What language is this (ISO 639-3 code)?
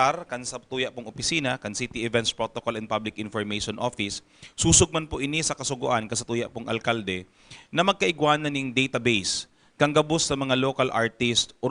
bik